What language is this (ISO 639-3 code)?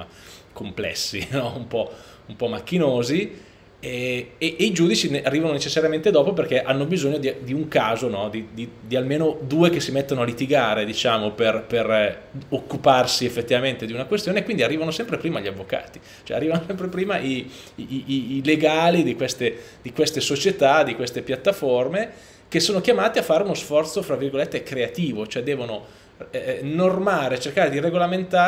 ita